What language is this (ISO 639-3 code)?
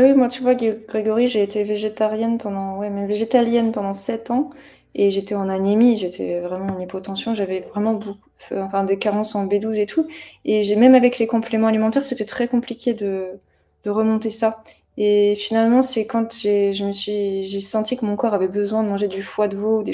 fra